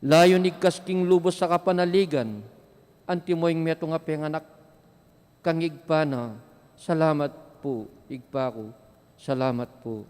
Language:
Pampanga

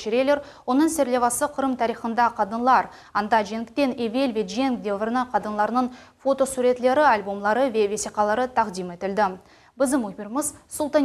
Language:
Crimean Tatar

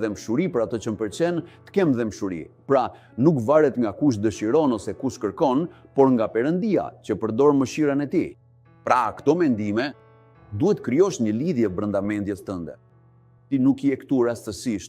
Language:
Albanian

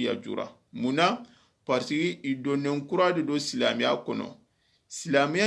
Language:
Soninke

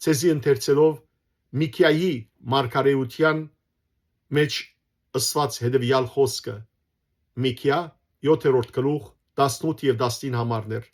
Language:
Western Armenian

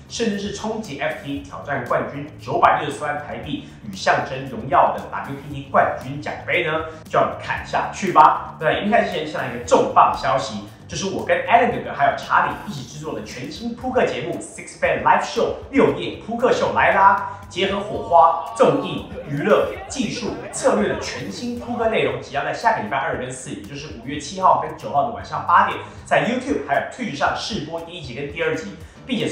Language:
Chinese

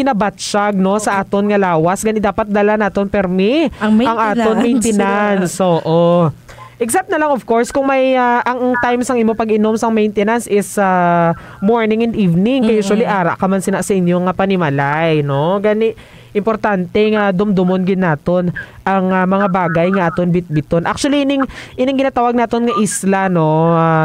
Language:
Hiligaynon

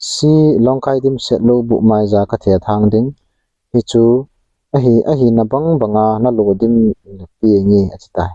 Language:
Thado Chin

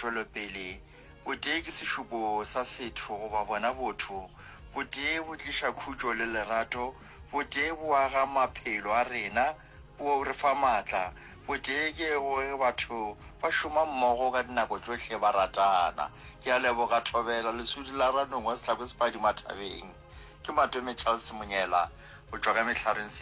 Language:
Northern Sotho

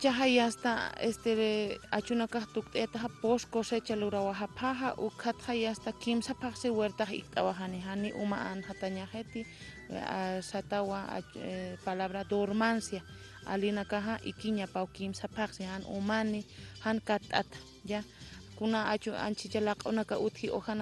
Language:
Aymara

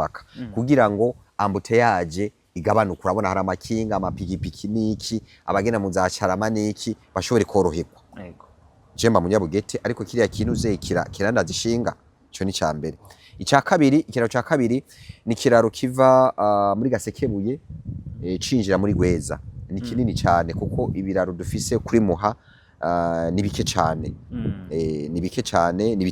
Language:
Rundi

